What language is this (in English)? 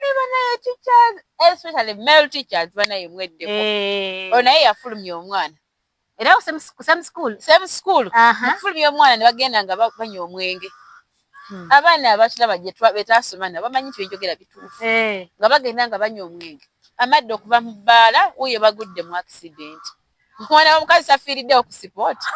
Ganda